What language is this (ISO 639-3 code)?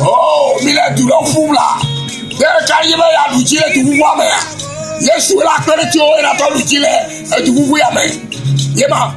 ewe